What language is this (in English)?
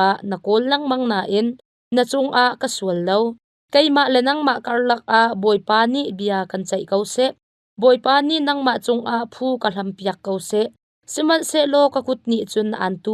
Hakha Chin